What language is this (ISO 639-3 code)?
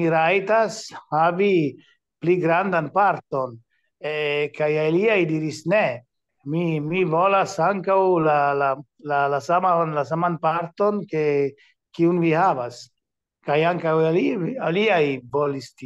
epo